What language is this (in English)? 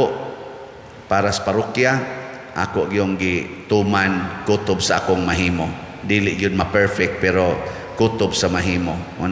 Cebuano